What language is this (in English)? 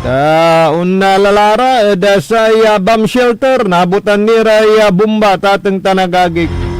Pangasinan